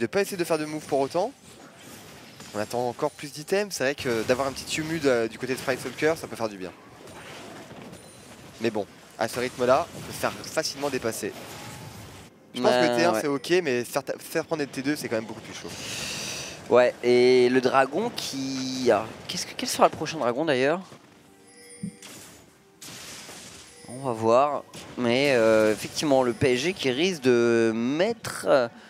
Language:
French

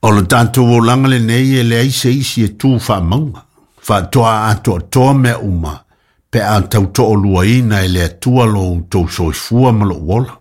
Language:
Samoan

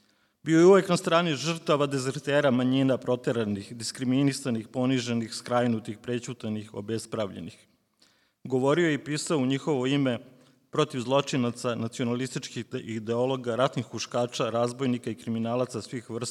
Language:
Serbian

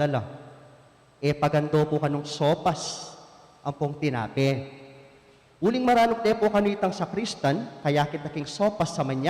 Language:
Pampanga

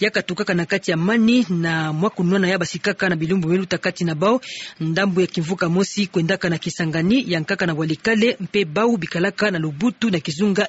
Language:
Kituba (Democratic Republic of Congo)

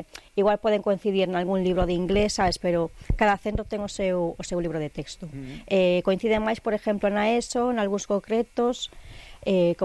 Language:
Galician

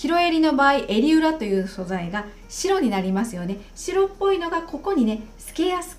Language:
Japanese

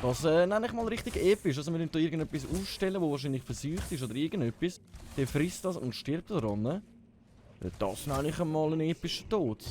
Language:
Swiss German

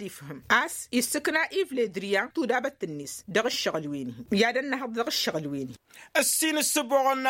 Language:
Tamasheq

